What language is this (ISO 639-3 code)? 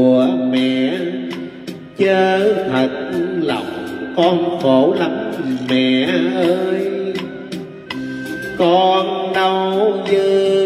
vie